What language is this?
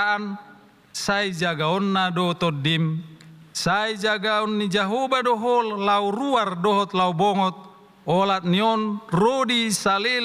Batak Toba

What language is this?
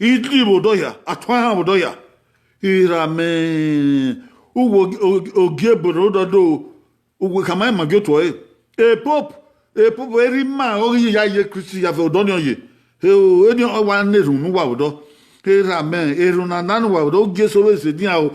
Bini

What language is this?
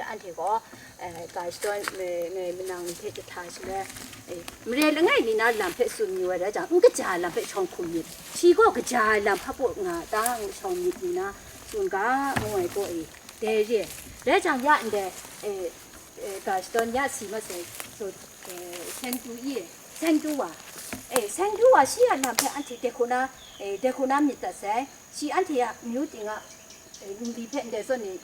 Kachin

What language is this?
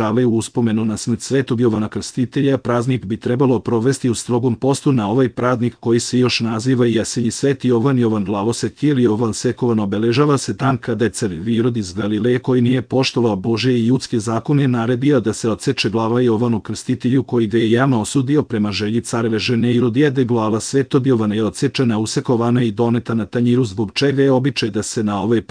Serbian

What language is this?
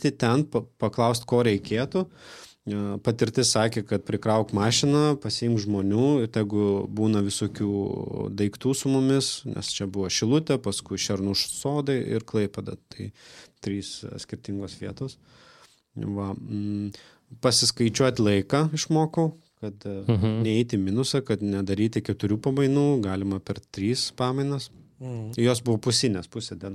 Lithuanian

